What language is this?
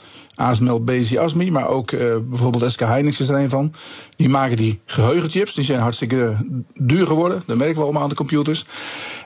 Dutch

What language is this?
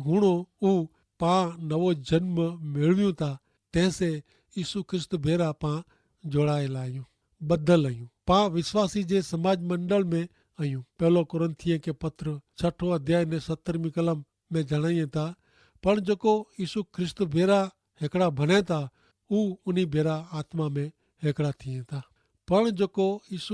Kachhi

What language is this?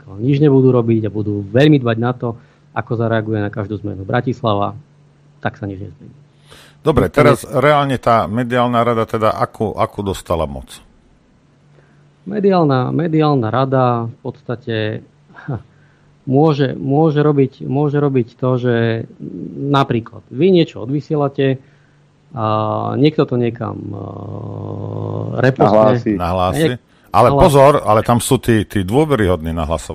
Slovak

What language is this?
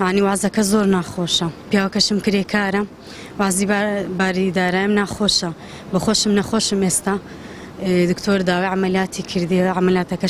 Central Kurdish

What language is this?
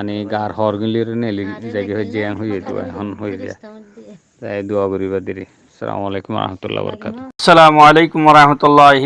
Rohingya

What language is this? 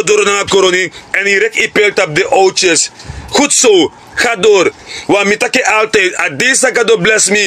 Sranan Tongo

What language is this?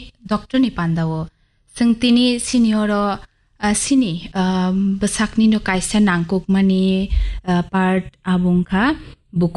Kok Borok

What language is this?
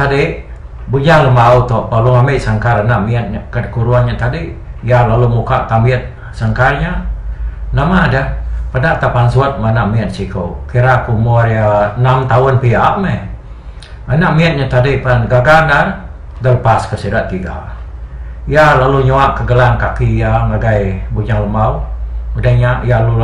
Iban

